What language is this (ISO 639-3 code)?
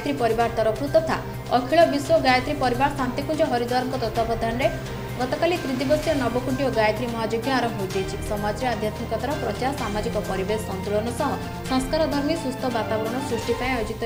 ori